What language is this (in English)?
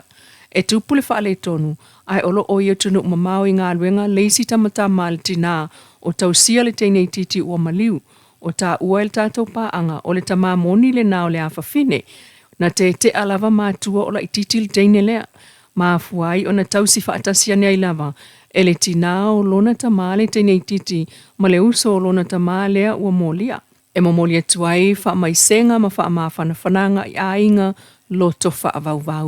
Samoan